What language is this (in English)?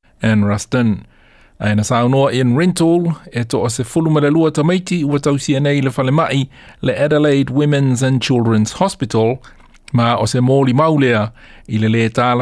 Samoan